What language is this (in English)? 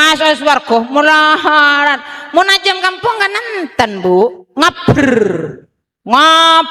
Madurese